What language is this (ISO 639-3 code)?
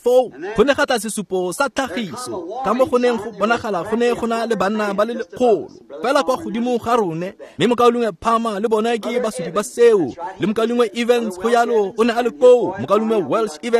tsn